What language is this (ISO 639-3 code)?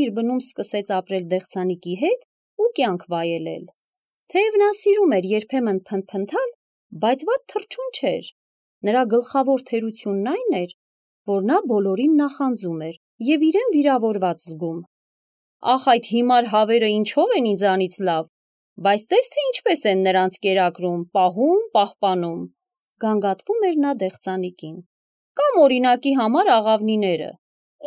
hye